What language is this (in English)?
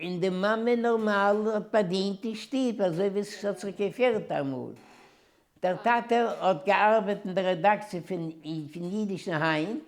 Yiddish